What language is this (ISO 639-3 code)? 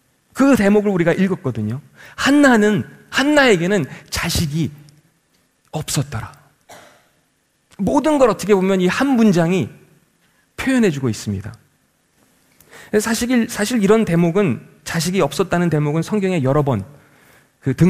kor